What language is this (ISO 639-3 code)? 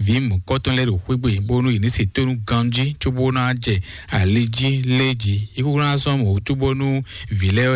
fon